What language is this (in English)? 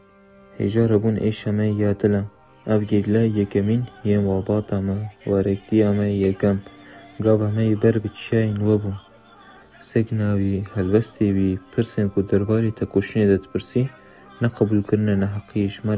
Kurdish